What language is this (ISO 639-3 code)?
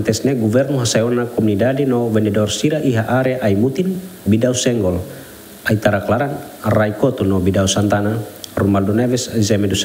tet